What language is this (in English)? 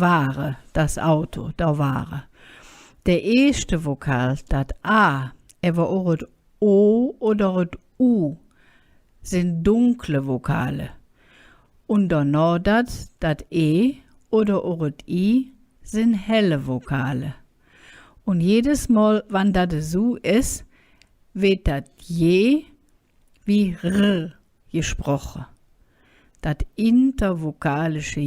Colognian